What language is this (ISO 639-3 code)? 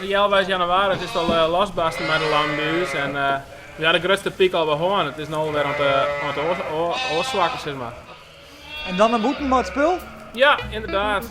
fry